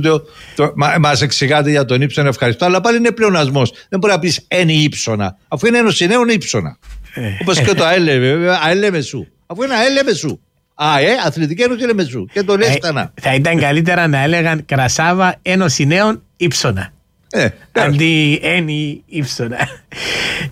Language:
Greek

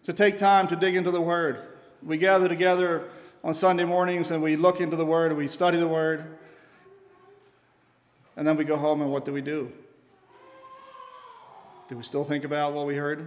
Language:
English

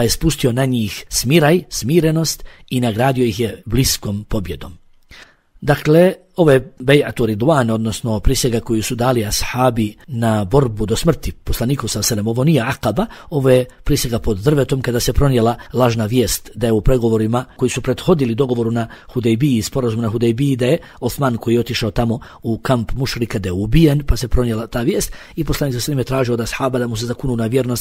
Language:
Bosnian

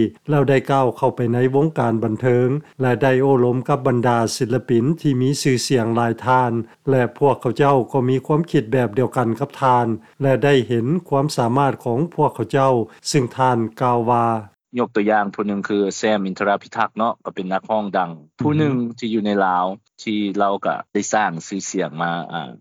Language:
Lao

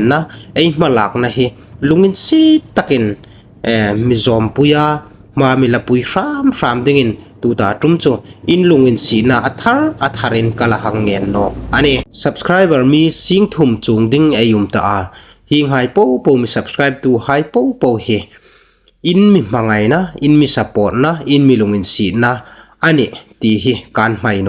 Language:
Hmar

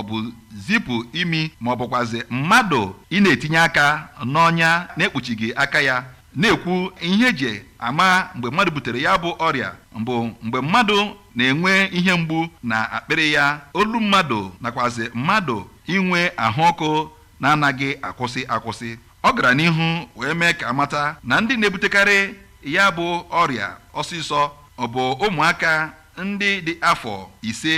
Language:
Igbo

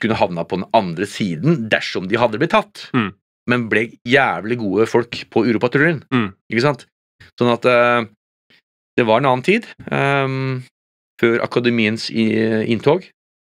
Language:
Norwegian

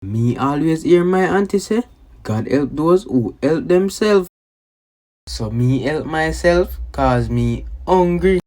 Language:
Jamaican Creole English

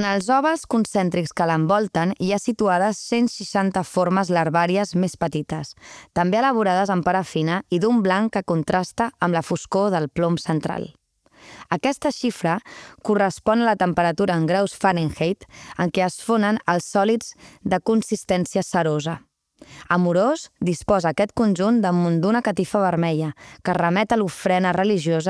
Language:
Catalan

